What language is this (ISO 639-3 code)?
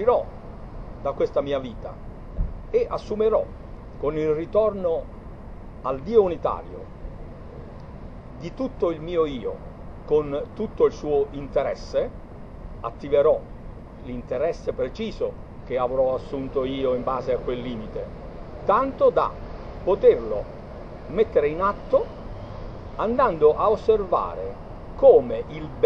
ita